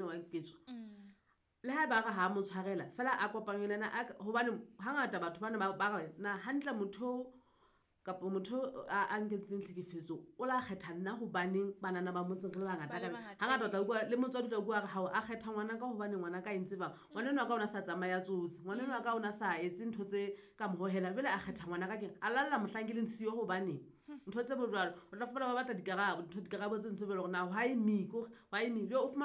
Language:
Southern Sotho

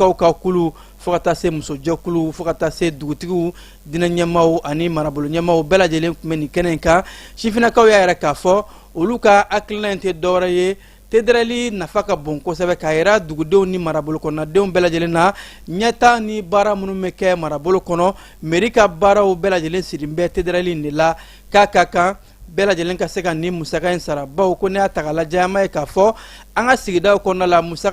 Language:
Bambara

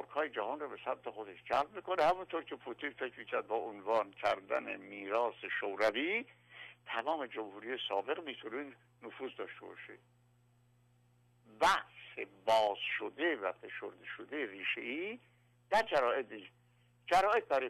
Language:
Persian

